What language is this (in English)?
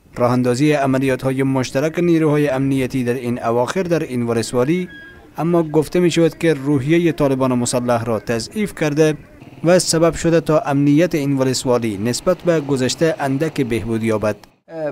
Persian